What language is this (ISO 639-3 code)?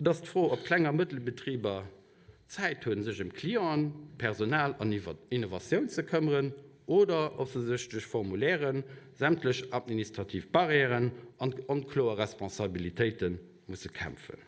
ltz